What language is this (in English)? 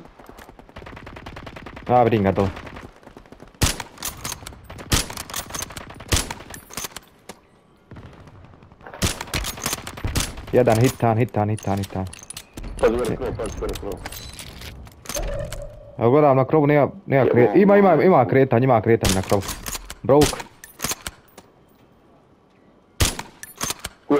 Croatian